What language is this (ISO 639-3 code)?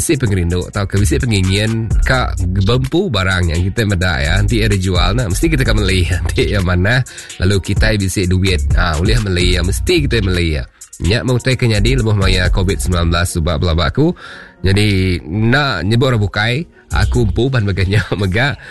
iba